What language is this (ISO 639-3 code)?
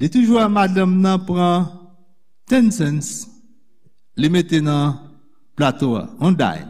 hat